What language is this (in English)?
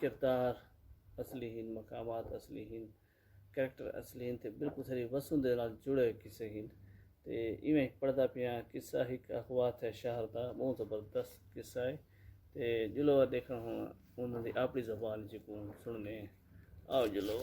Saraiki